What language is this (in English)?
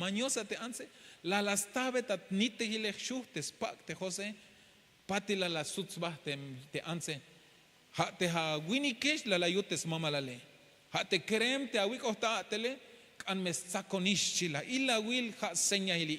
Tzeltal